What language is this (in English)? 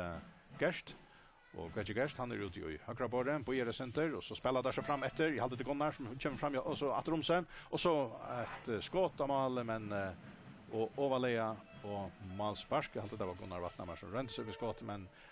Faroese